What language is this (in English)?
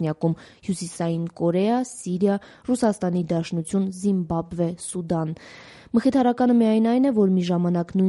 Armenian